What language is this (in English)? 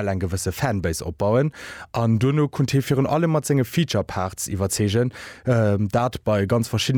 Luxembourgish